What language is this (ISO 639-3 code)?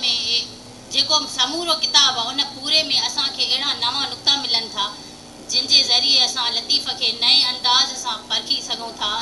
snd